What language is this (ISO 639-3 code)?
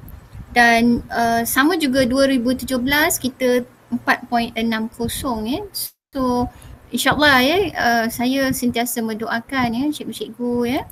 msa